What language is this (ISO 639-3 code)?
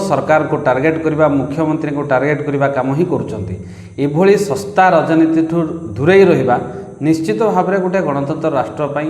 ori